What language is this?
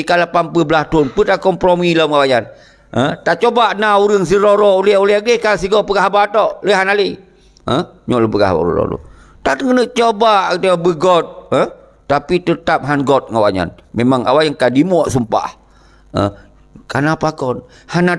Achinese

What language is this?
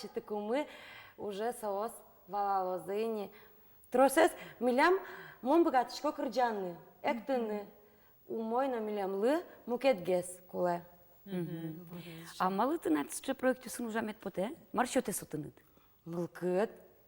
Udmurt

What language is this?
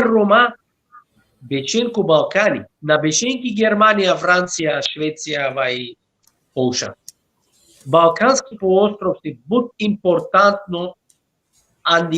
Balkan Romani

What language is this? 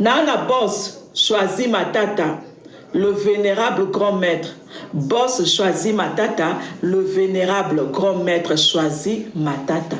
Lingala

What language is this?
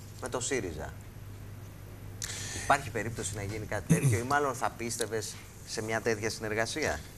Greek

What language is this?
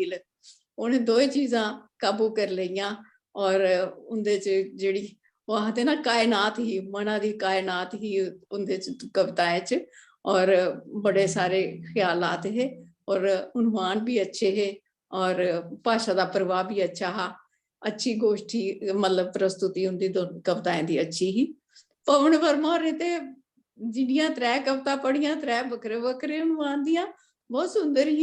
Dogri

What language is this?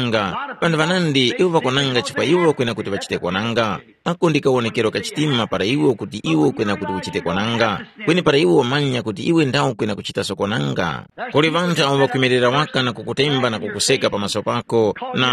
Tumbuka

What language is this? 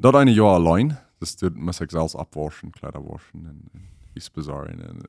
Plautdietsch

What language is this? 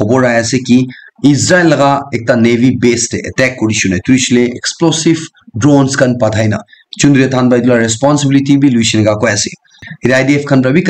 Naga Pidgin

